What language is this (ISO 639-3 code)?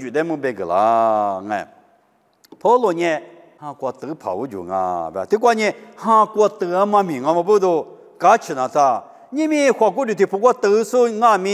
lis